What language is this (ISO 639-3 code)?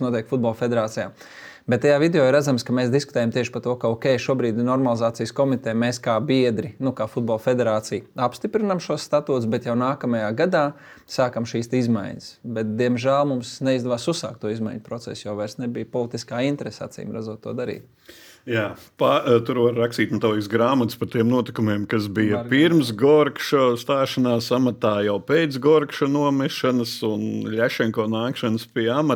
lav